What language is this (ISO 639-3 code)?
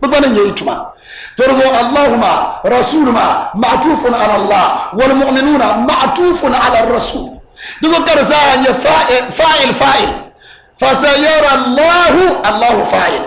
dag